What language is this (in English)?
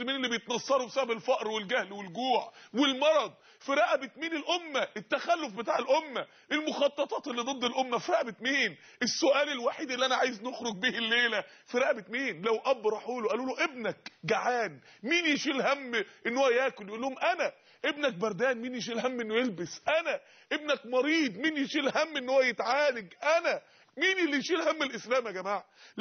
Egyptian Arabic